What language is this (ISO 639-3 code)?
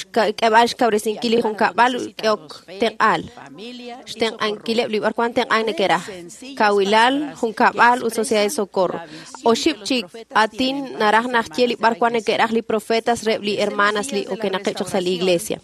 kek